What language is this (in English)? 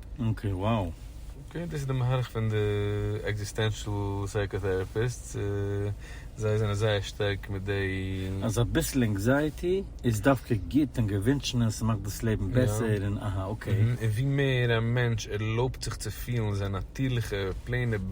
Yiddish